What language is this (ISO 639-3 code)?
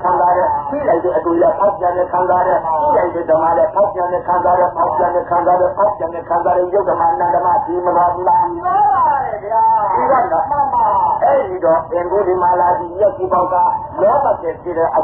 mya